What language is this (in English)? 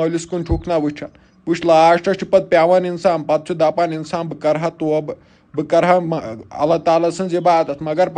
Kashmiri